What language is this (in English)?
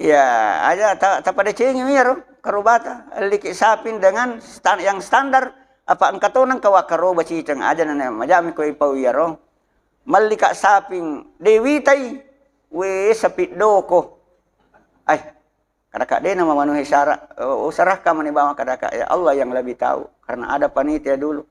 Buginese